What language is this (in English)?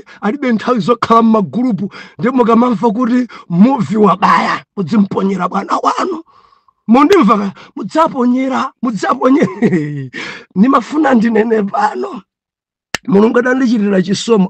Nyanja